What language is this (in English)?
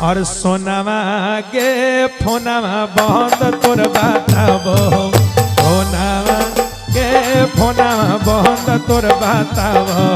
Magahi